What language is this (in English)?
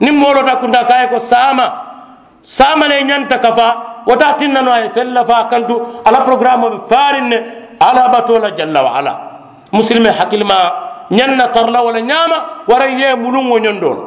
Mandingo